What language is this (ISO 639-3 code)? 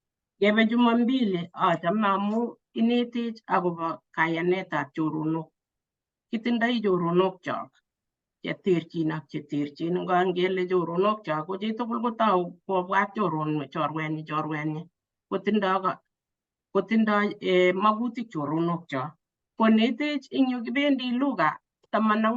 kln